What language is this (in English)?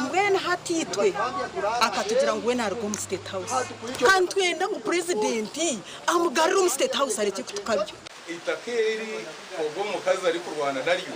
Nyankole